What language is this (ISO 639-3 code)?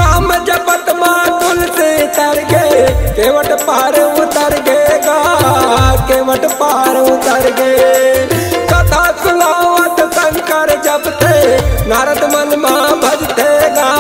hne